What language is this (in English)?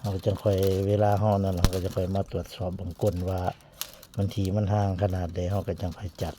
Northeastern Thai